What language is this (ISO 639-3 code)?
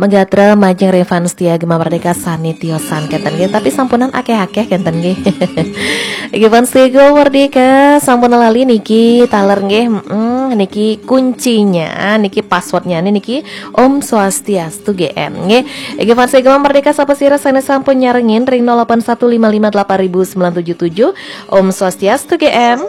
ban